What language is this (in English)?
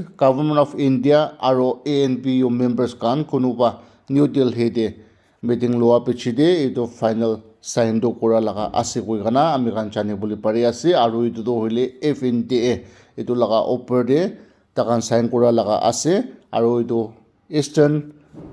Naga Pidgin